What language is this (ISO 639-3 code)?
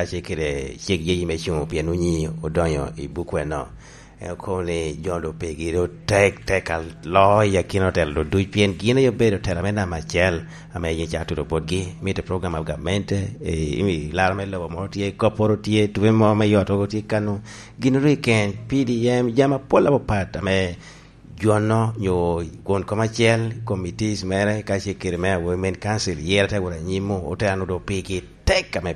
laj